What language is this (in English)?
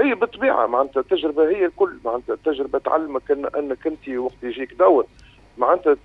Tunisian Arabic